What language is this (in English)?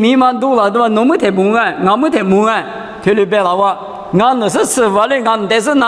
Lisu